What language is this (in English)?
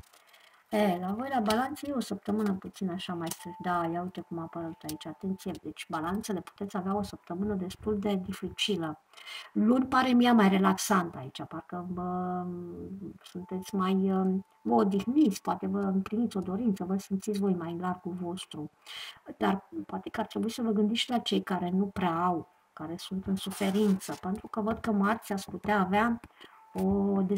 Romanian